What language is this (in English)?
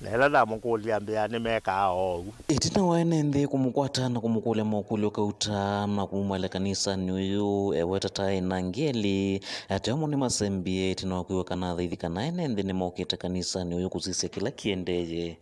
Kamba